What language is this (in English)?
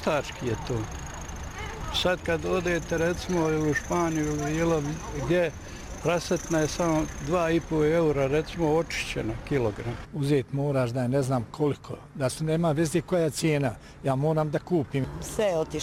Bosnian